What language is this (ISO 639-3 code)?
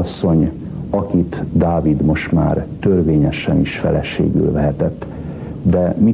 hun